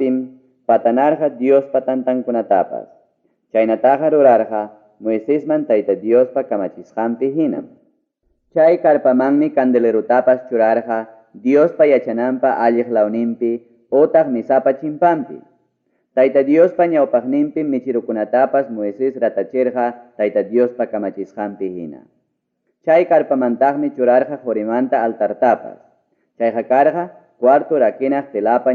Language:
Ayacucho Quechua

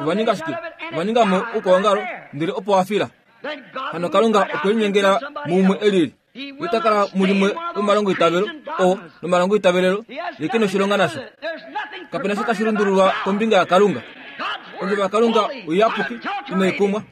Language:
Kuanyama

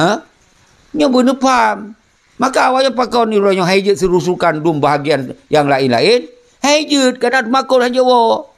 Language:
Achinese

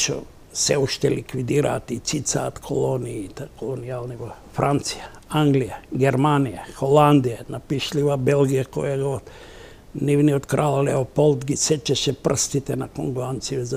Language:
Macedonian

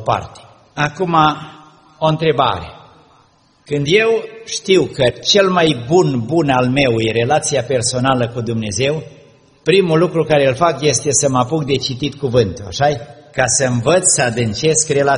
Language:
Romanian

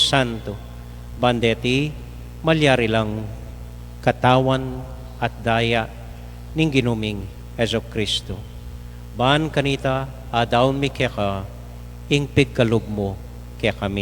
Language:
Pampanga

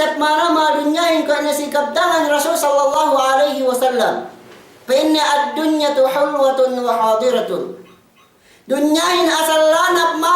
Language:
Yakan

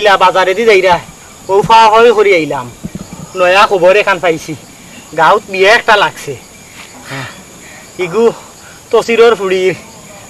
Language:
Sylheti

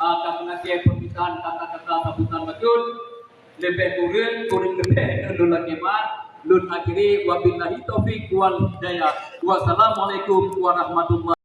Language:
Achinese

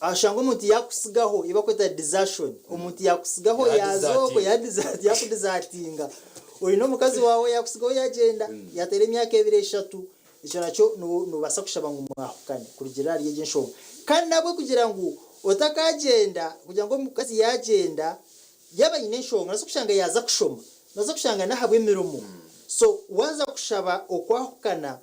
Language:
Nyankole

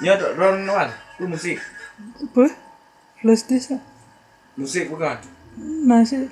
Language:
Achinese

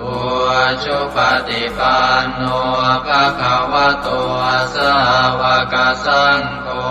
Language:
Pali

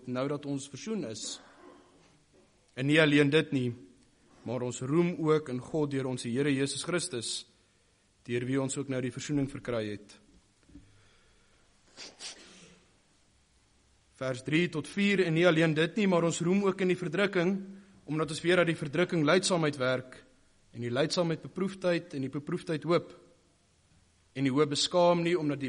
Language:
Afrikaans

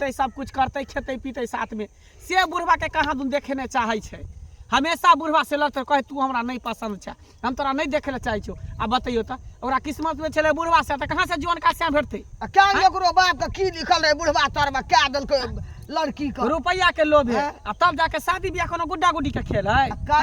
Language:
Maithili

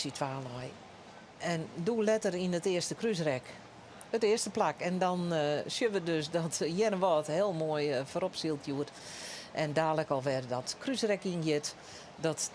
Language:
Western Frisian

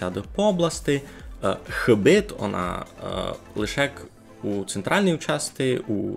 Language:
Rusyn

